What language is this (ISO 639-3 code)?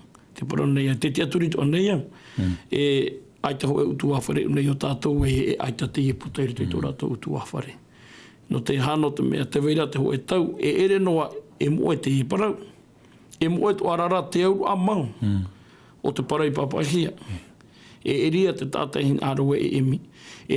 tah